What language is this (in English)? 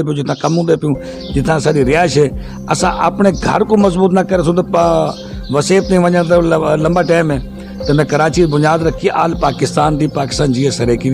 Saraiki